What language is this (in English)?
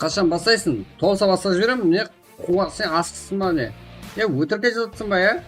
Kara-Kalpak